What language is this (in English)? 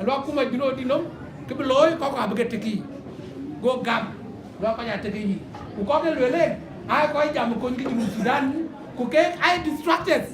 Dinka